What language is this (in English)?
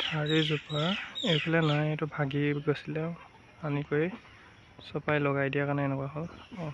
Assamese